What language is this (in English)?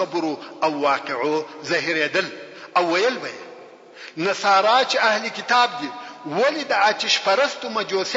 Pashto